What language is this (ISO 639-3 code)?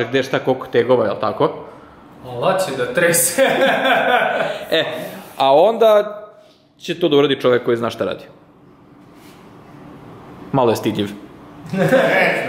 srp